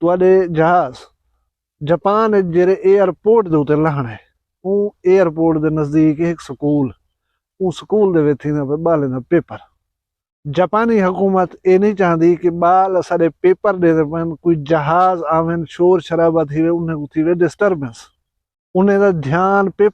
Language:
Saraiki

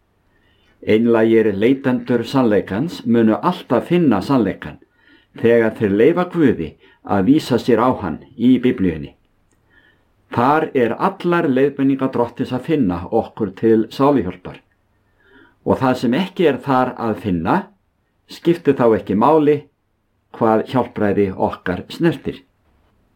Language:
Icelandic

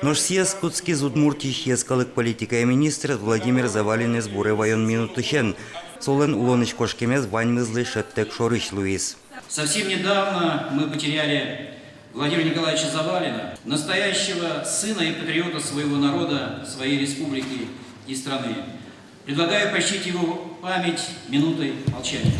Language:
Udmurt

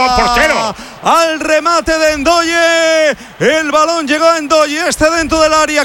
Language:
Spanish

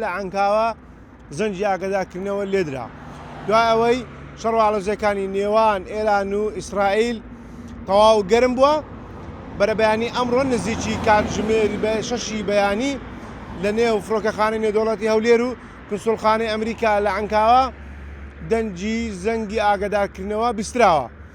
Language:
Central Kurdish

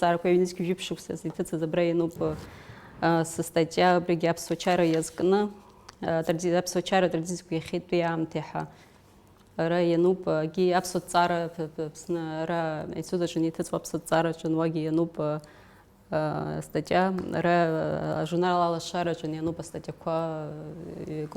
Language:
Abkhazian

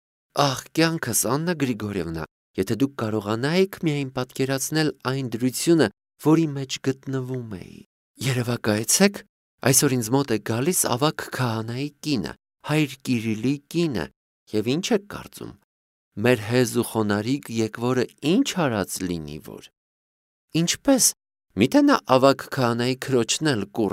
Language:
Armenian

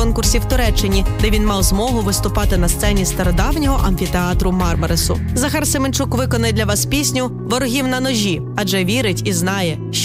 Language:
Ukrainian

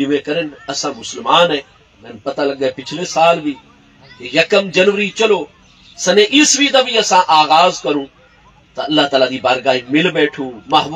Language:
Saraiki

